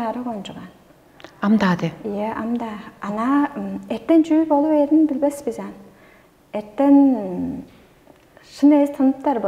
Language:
Tuvinian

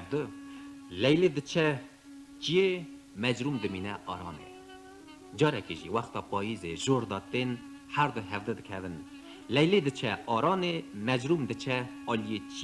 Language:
Kurdish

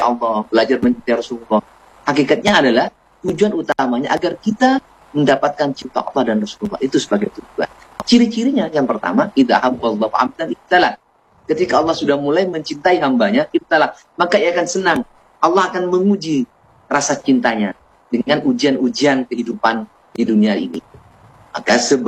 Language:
Indonesian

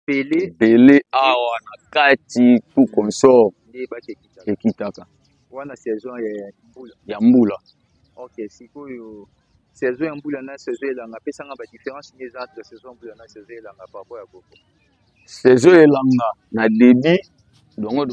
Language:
Lingala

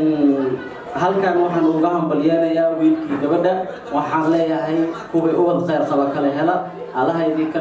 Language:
Somali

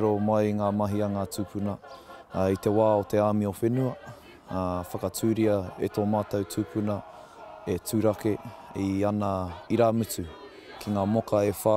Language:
Māori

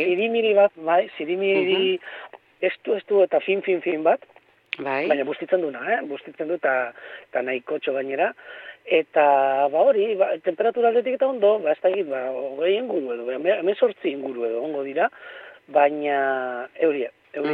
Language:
Basque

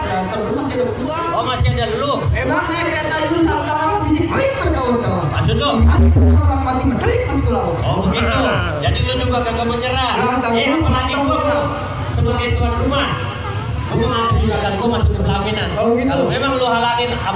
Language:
Betawi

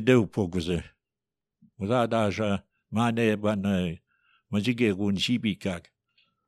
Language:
Albanian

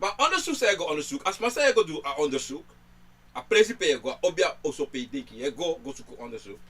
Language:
Sranan Tongo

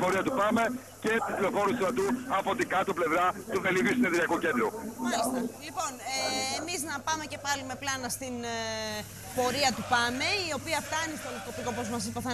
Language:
Greek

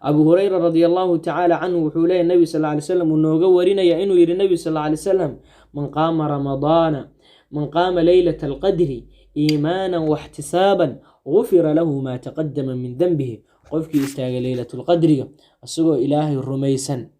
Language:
Somali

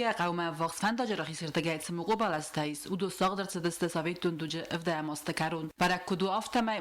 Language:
Ossetic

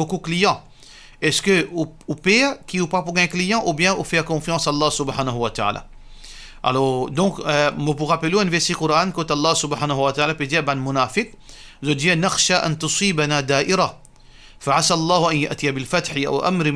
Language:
Morisyen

